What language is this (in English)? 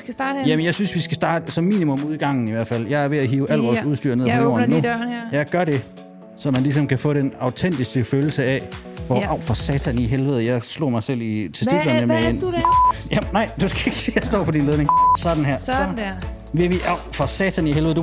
Danish